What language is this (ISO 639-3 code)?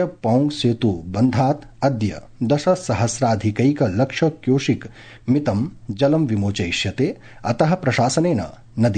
san